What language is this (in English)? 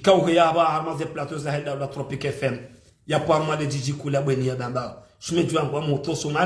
Ngazidja Comorian